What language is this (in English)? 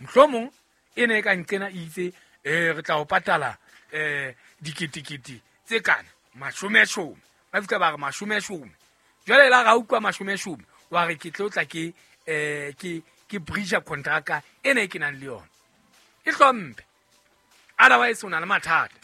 Southern Sotho